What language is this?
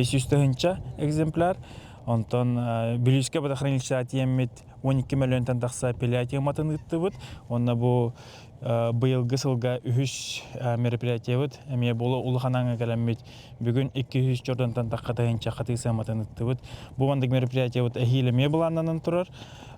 Yakut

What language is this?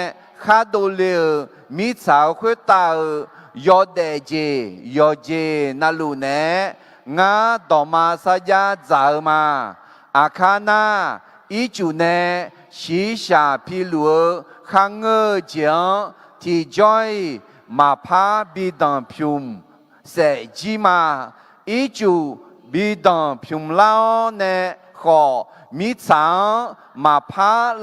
Akha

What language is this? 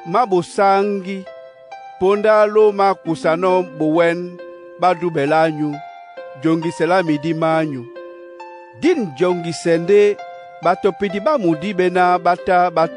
Duala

